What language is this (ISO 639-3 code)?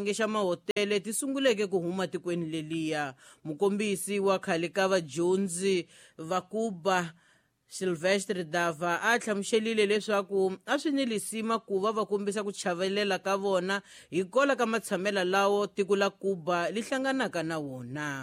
tso